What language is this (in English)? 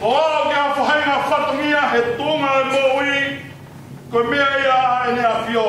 Tongan